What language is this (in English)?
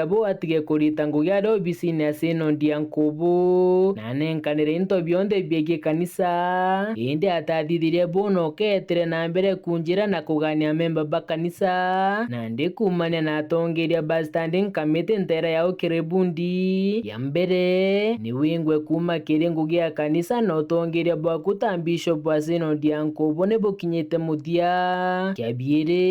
Meru